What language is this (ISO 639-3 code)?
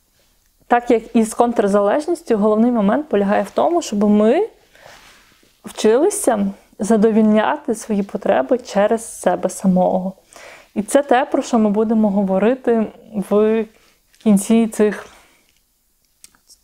ukr